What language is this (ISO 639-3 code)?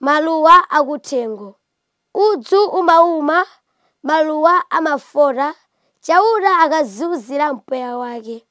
nya